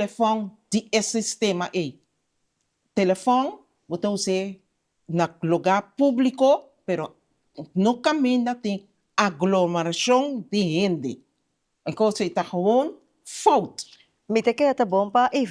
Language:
Papiamento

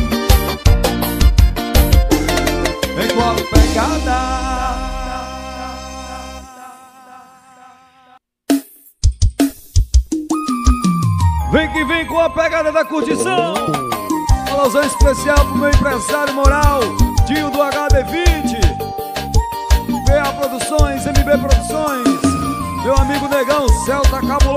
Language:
Portuguese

